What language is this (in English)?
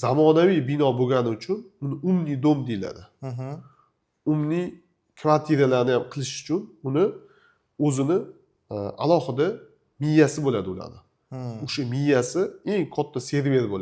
Uzbek